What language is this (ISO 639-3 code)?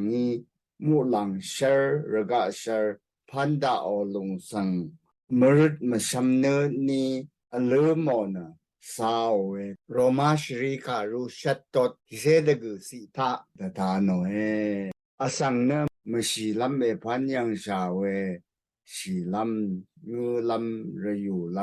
raw